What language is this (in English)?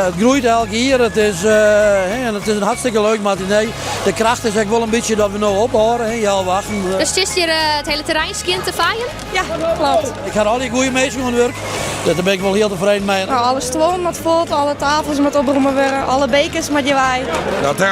Western Frisian